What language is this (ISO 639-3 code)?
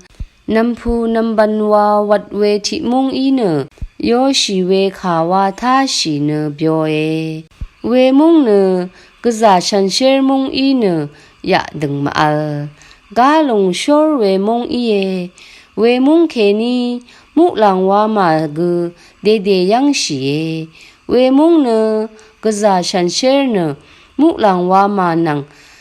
raw